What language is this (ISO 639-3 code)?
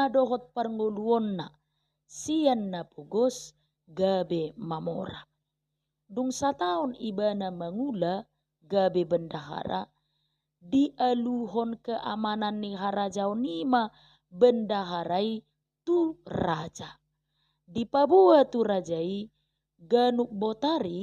bbc